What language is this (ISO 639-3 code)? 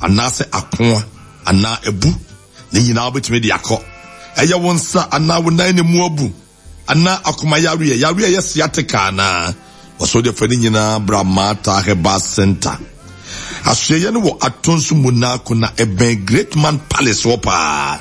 aka